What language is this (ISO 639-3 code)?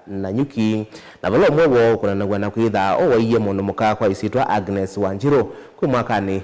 kam